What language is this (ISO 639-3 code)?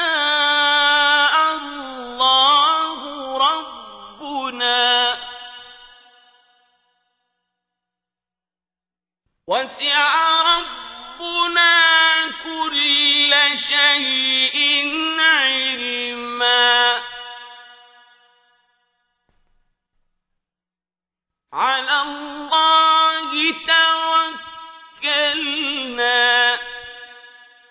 ara